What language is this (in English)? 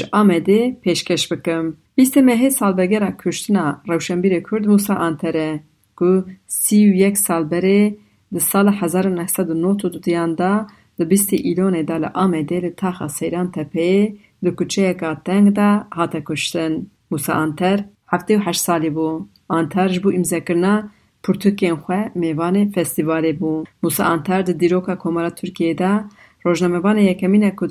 Kurdish